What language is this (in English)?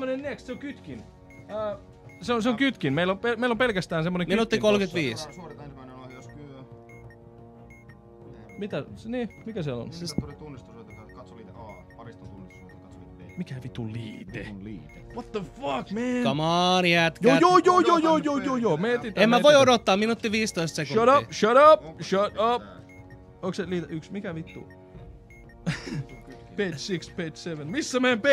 Finnish